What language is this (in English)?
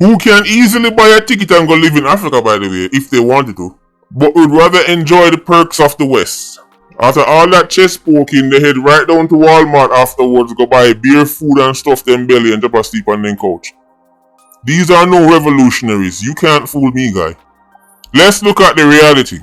Jamaican Creole English